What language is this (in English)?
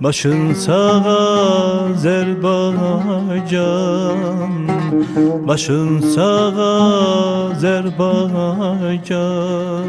South Azerbaijani